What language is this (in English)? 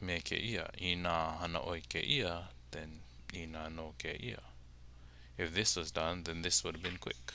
Hawaiian